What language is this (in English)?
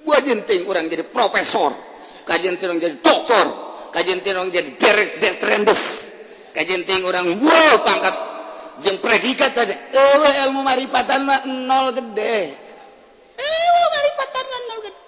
Sundanese